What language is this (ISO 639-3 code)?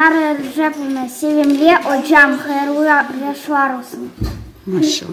crh